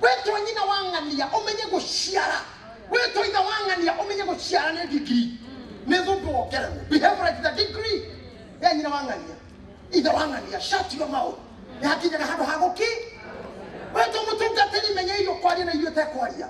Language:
Kikuyu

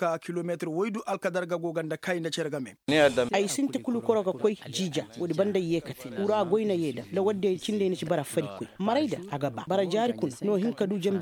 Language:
Koyraboro Senni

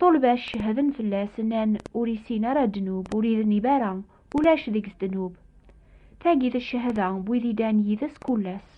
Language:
Kabyle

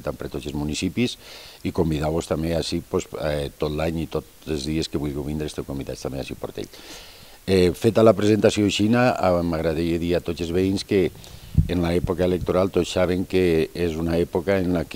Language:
Catalan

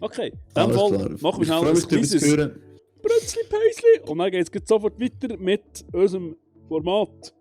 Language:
Swiss German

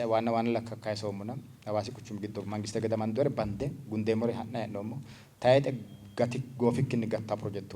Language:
Sidamo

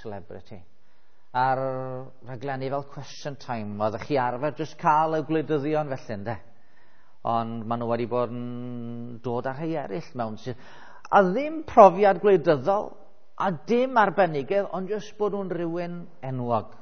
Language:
Welsh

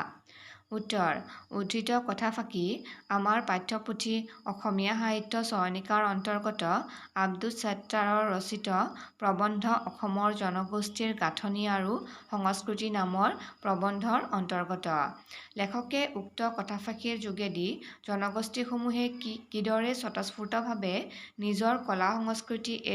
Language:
Assamese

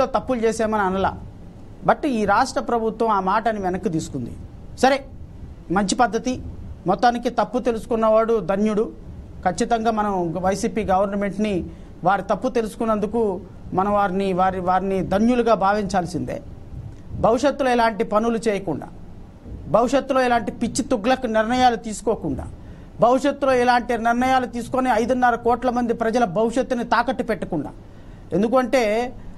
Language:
Telugu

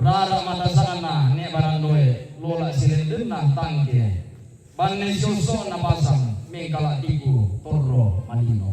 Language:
Toraja-Sa'dan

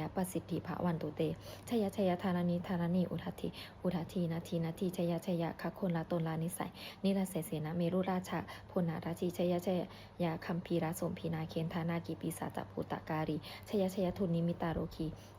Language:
Pali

